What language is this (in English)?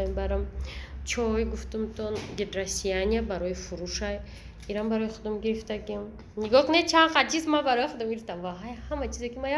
Tajik